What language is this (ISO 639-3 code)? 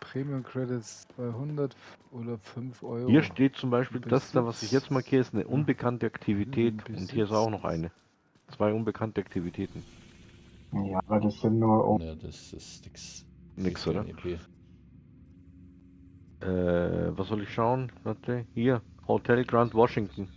bar